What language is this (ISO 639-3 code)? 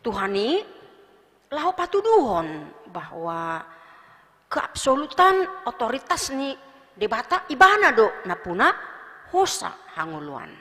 bbc